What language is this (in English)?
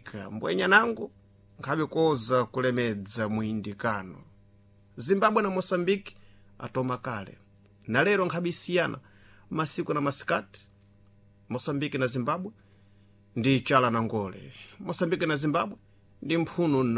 Sena